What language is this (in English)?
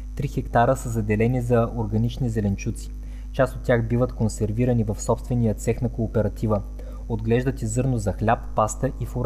Bulgarian